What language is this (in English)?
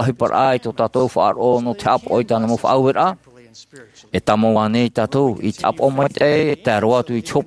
Tahitian